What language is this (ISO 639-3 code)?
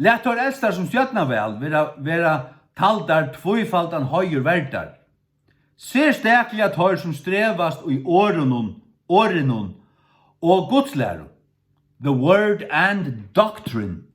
fao